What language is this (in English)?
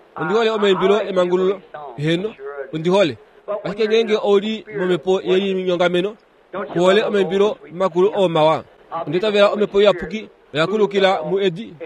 Kuanyama